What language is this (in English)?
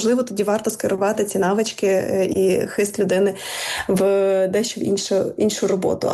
Ukrainian